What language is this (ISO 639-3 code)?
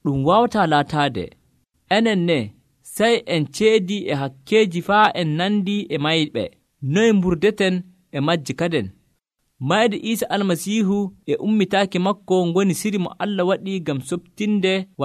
fuv